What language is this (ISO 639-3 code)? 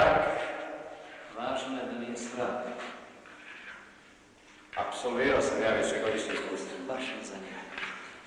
hrv